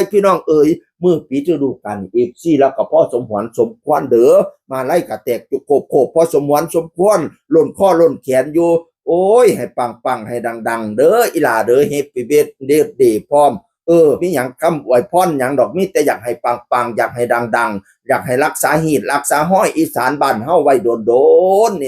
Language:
Northeastern Thai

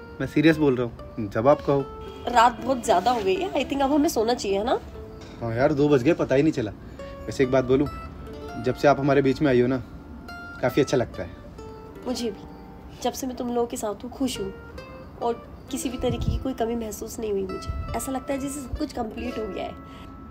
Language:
Hindi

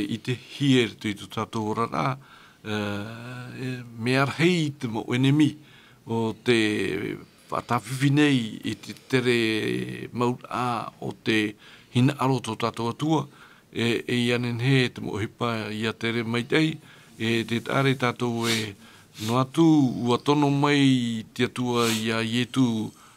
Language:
Tahitian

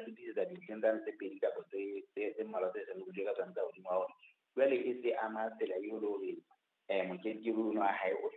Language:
Southern Sotho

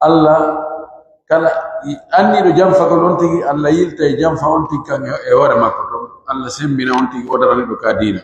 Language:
Pular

